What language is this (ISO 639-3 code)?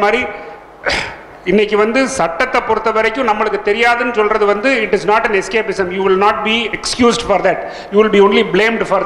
tam